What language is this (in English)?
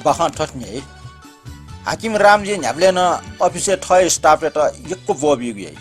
Newari